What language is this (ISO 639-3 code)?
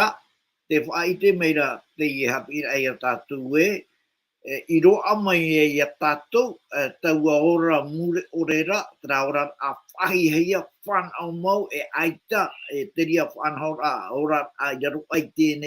tah